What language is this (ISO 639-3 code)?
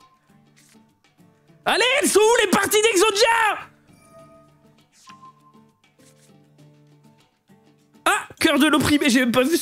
fra